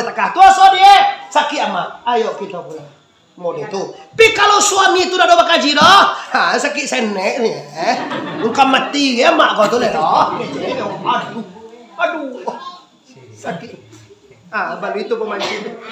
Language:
Minangkabau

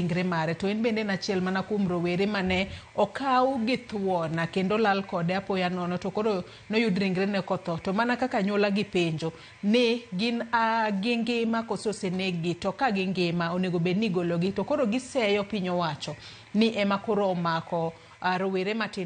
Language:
Luo (Kenya and Tanzania)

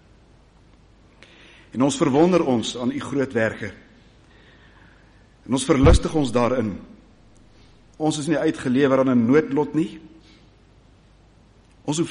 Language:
Afrikaans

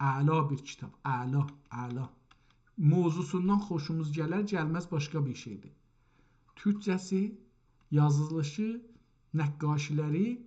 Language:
South Azerbaijani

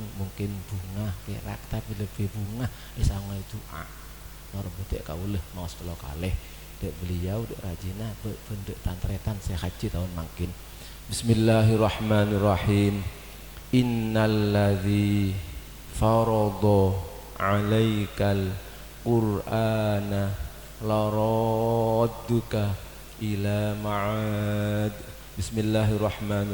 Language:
Madurese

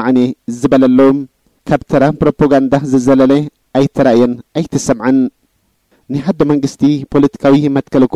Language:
Tigrinya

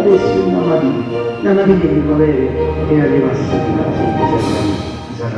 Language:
Neapolitan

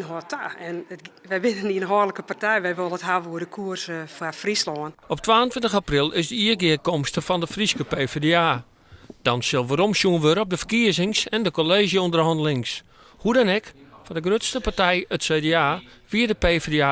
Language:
Western Frisian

